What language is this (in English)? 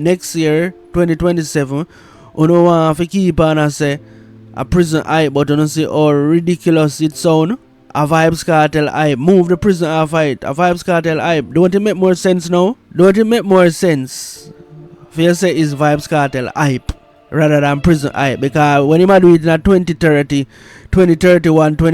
Jamaican Creole English